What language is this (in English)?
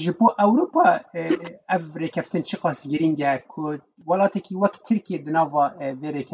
Kurdish